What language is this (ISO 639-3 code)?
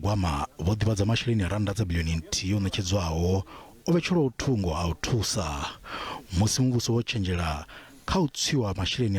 ven